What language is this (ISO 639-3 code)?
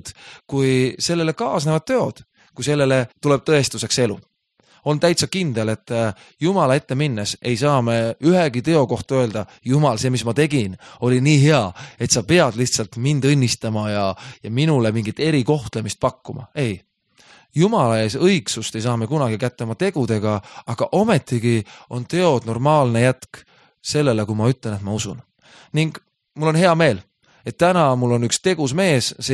est